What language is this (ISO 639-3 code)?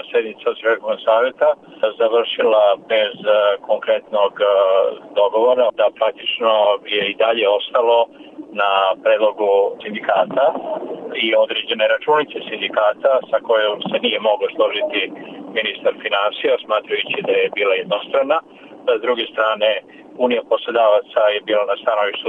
srp